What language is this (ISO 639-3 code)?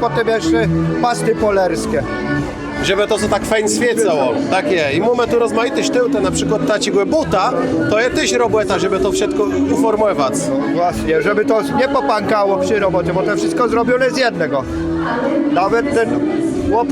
csb